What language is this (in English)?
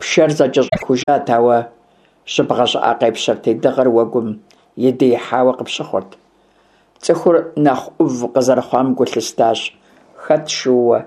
Kabardian